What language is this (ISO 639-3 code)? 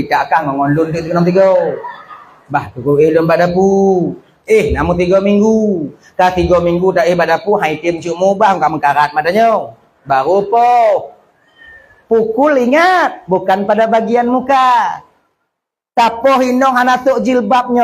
ace